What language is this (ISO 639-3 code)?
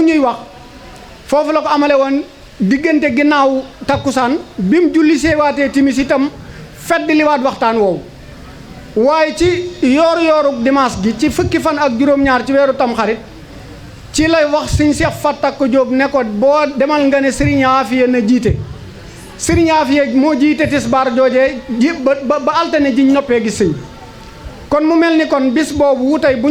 wol